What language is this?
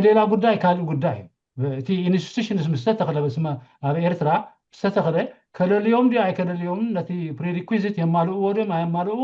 Tigrinya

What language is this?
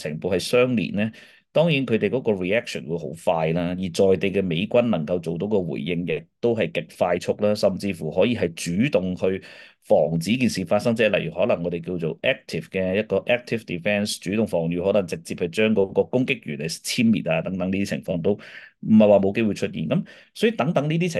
Cantonese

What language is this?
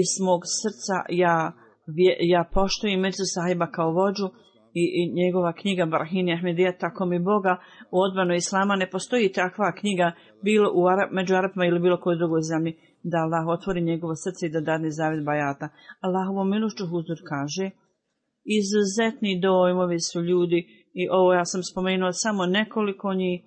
Bosnian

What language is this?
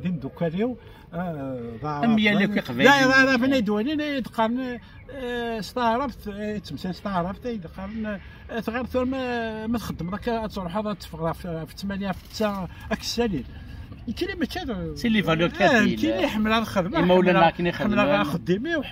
Kabyle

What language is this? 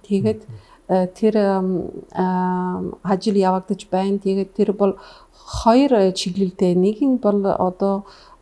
Mongolian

